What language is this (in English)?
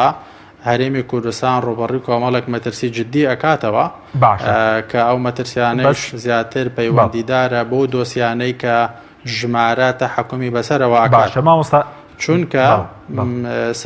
Central Kurdish